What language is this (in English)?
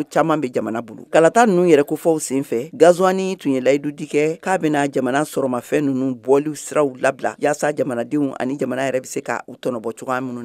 Bambara